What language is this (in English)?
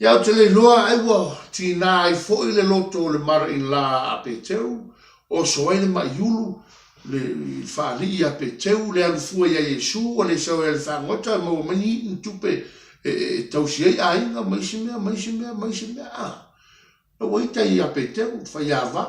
Samoan